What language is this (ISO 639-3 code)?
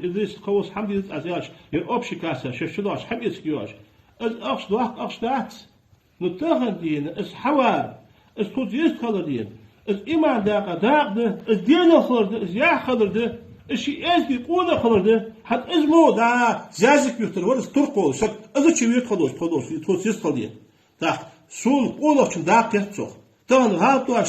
inh